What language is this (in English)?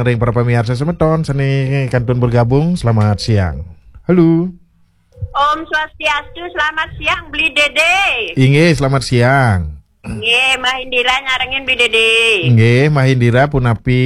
Balinese